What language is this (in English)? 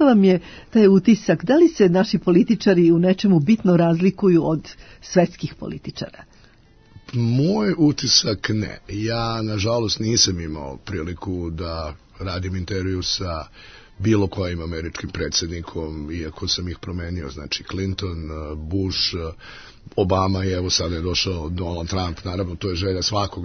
Serbian